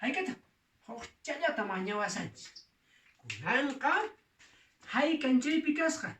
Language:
Quechua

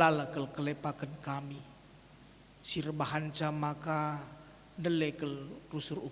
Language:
Batak Karo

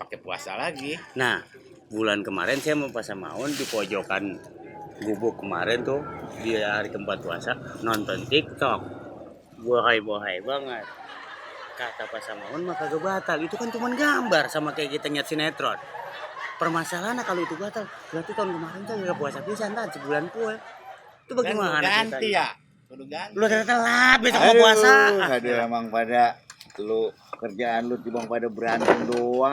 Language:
Betawi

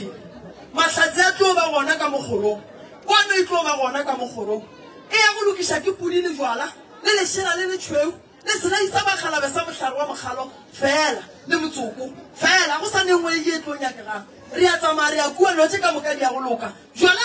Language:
Northern Sotho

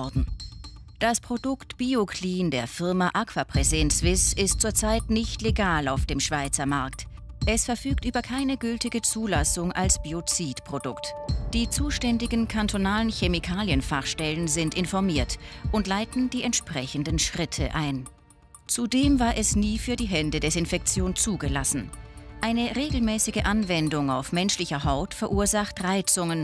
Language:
Swiss German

